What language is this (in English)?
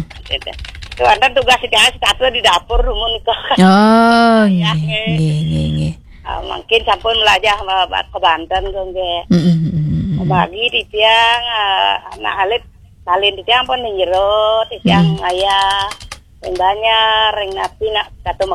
Balinese